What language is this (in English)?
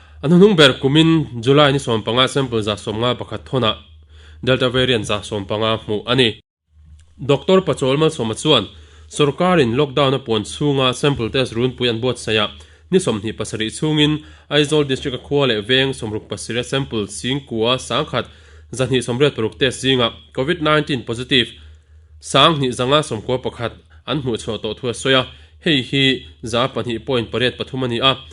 Mizo